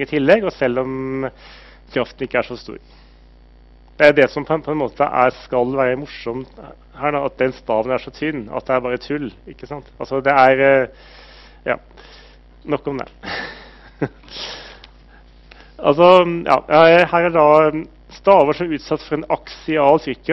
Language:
Norwegian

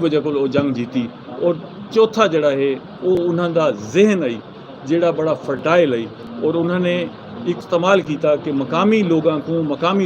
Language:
Saraiki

